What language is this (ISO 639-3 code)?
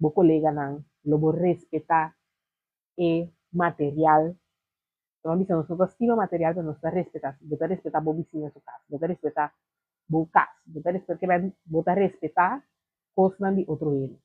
pap